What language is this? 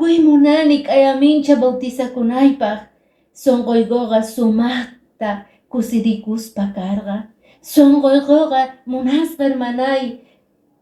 Quechua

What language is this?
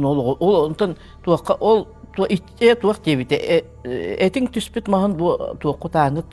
Yakut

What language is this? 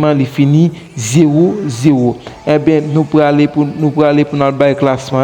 Haitian Creole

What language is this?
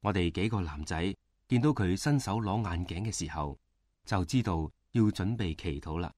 Cantonese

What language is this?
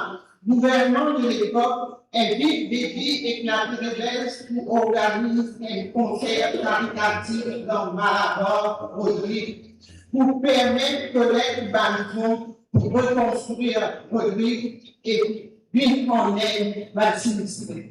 Morisyen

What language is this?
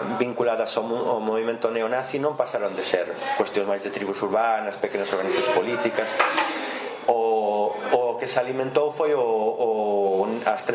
Galician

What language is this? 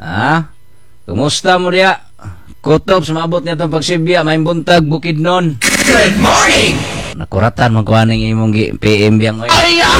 Cebuano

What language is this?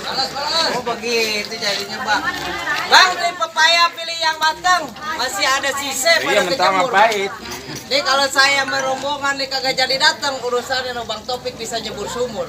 Betawi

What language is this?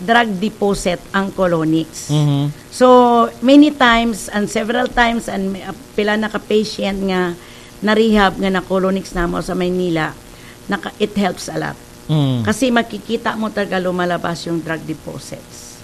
Cebuano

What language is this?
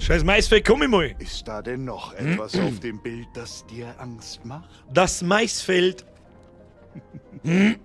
Bavarian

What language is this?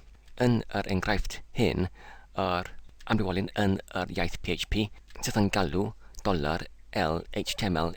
Welsh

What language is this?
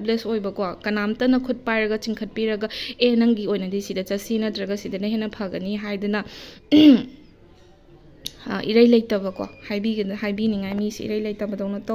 Manipuri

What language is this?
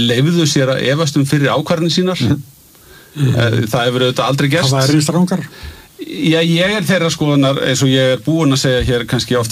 Icelandic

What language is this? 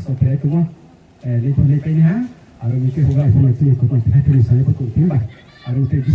Riang (India)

